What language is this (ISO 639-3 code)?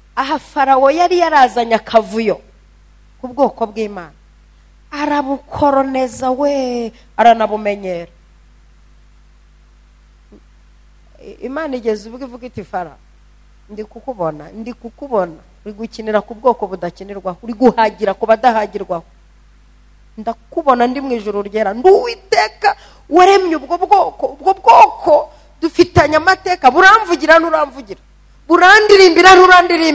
kin